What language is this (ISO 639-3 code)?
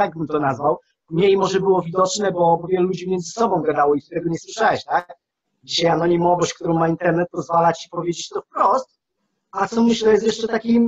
pol